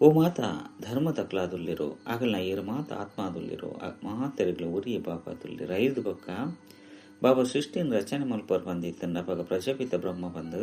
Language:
Tulu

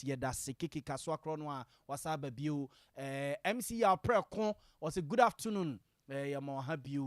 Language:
Akan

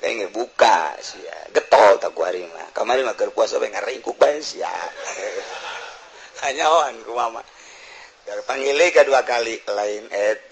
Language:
Sundanese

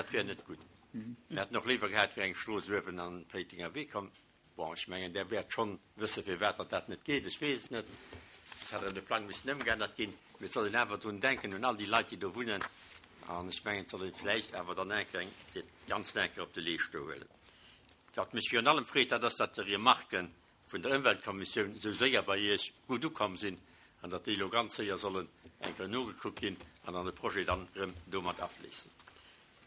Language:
Luxembourgish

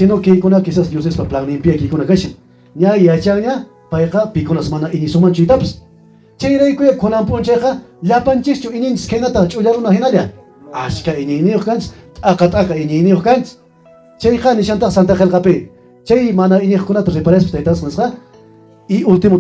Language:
Quechua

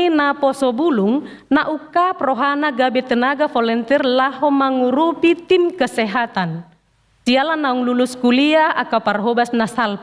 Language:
Batak Toba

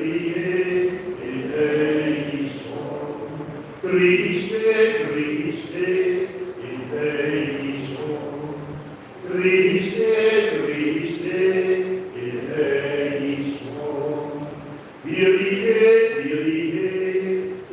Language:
Papiamento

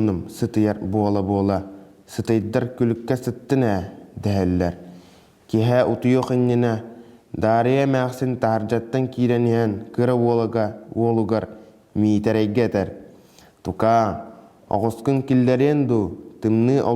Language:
Yakut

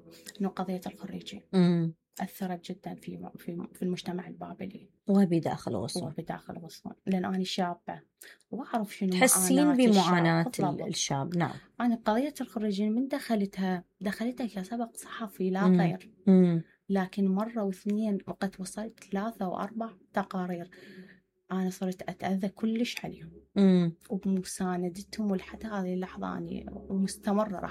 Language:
Mesopotamian Arabic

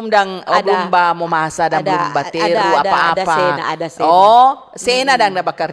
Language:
Manado Malay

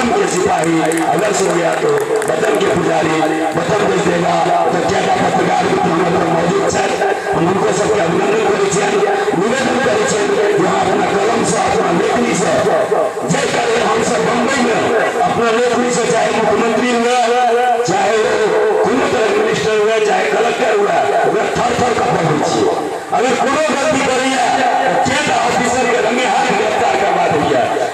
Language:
Maithili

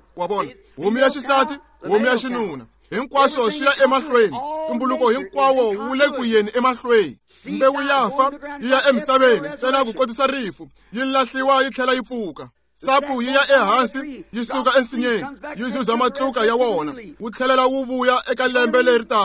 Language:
Tsonga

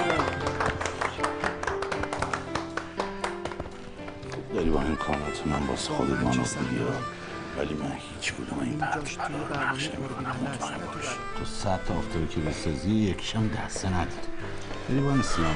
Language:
Persian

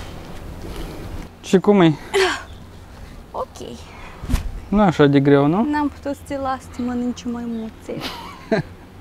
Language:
Romanian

